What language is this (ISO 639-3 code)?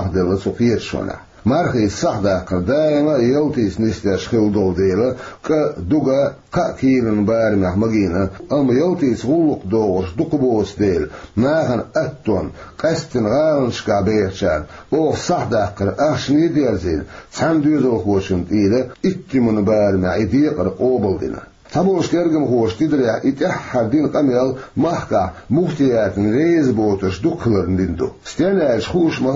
che